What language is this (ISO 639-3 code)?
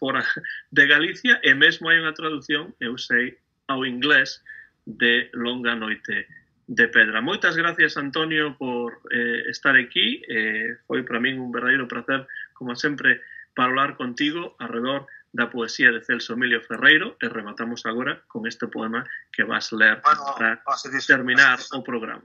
glg